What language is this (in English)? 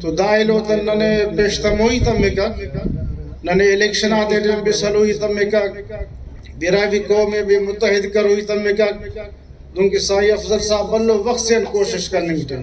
Brahui